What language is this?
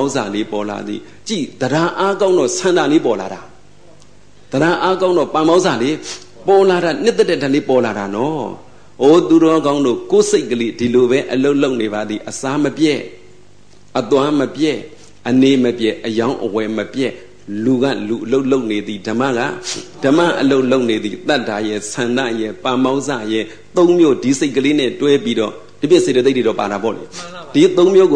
Burmese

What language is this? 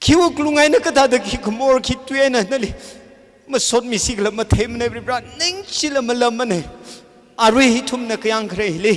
Tangkhul Naga (India)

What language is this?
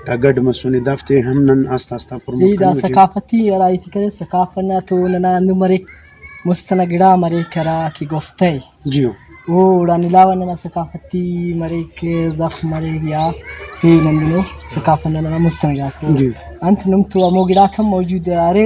Brahui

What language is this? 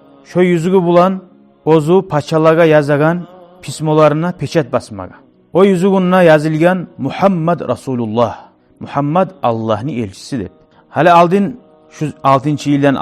Kumyk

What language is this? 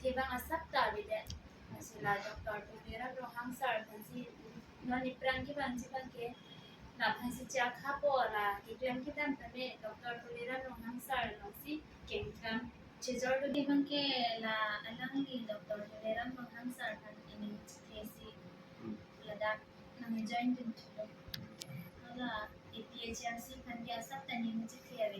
Karbi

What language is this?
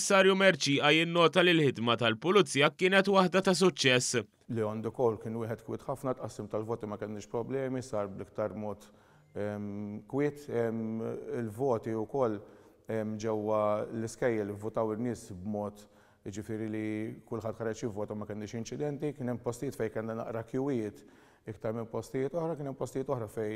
Maltese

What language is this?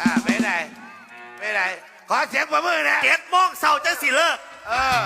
Northeastern Thai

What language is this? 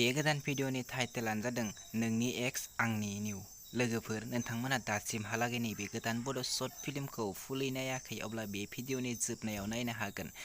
Bodo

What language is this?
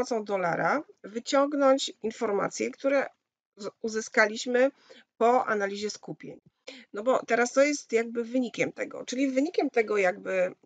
Polish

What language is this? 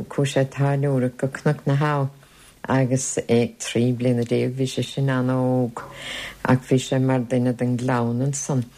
Irish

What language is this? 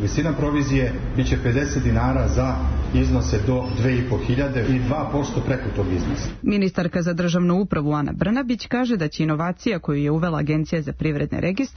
Serbian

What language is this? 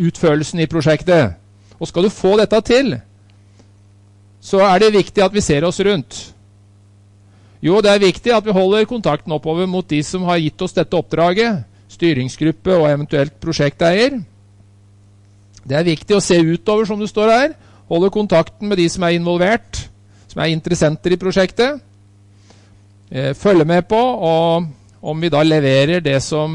Norwegian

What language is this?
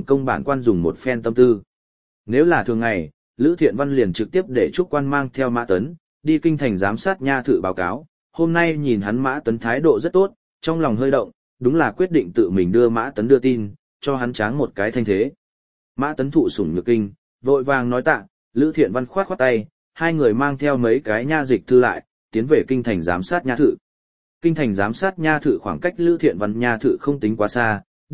Vietnamese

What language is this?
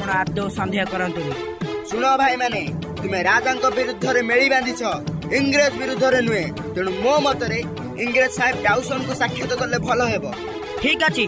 Odia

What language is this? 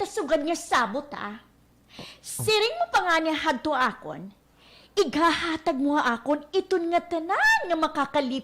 Waray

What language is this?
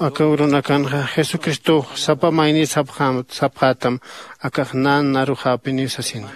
Aymara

